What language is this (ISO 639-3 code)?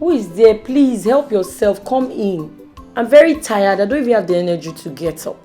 pcm